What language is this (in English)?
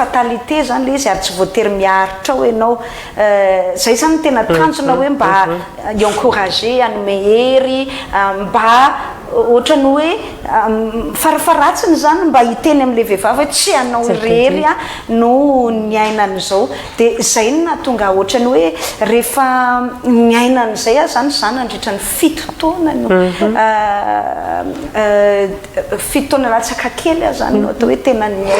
Malagasy